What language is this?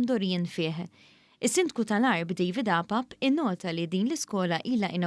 Maltese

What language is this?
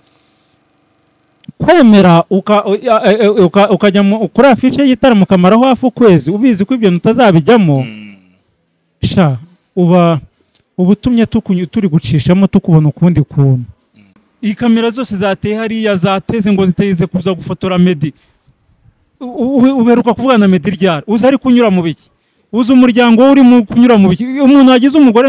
Kinyarwanda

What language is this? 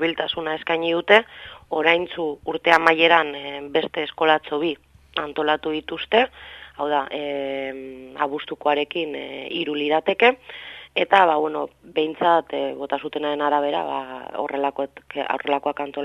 Basque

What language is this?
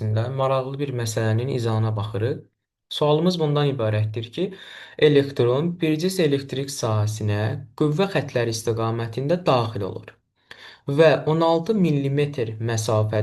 Azerbaijani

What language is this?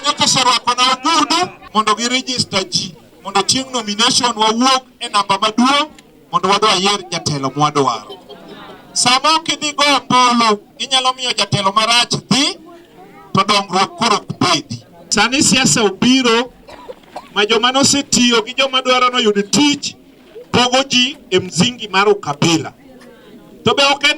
Luo (Kenya and Tanzania)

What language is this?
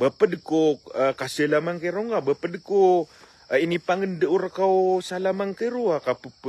Maranao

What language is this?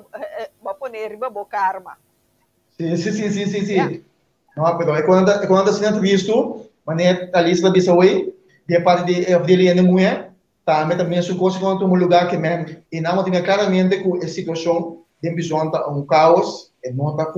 Papiamento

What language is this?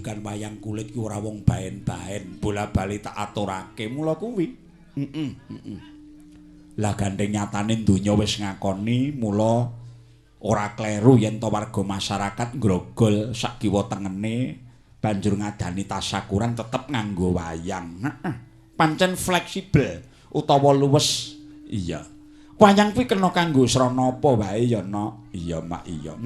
Javanese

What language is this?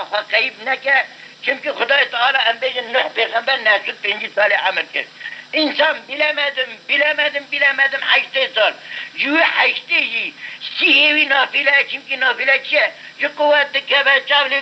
Kurdish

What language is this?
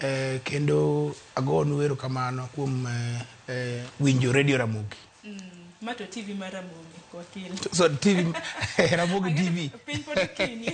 Luo (Kenya and Tanzania)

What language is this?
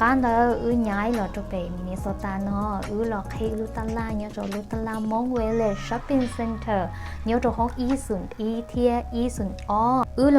Hmong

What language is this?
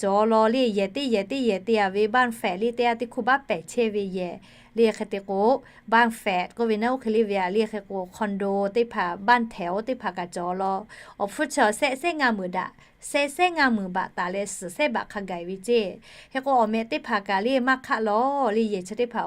Lahu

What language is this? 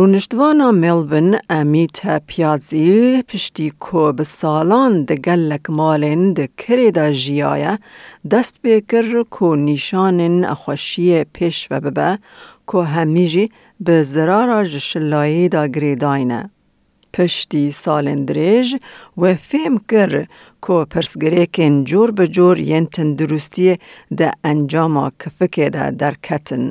Kurdish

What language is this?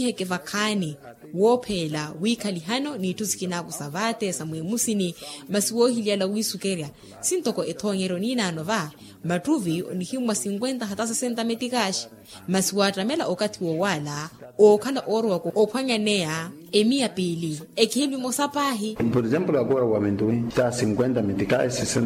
Makhuwa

